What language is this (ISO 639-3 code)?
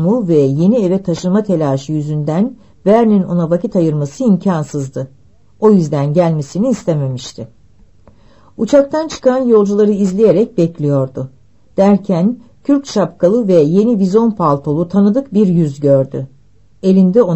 tur